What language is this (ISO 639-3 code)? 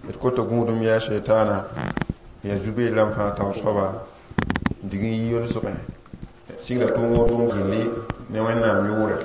mos